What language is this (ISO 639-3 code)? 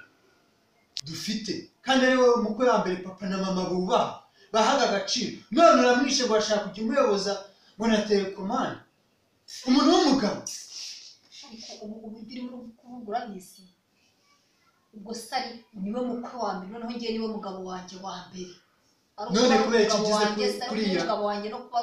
kin